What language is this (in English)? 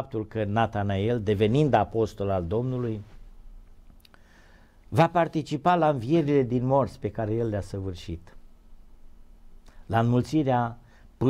Romanian